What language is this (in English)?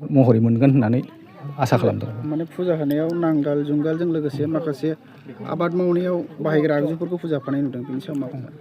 Bodo